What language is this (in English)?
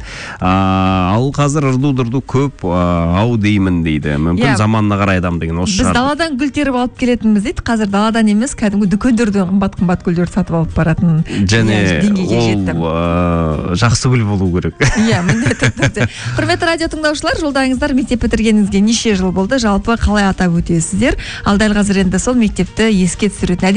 Kazakh